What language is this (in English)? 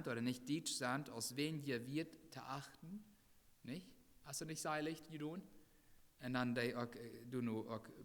Plautdietsch